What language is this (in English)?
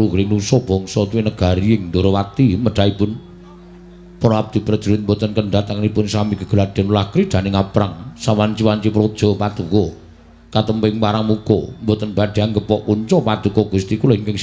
Javanese